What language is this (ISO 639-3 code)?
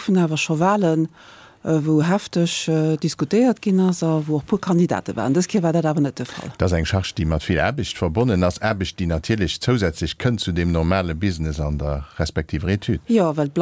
ltz